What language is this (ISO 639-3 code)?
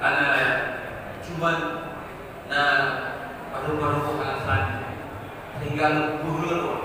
ace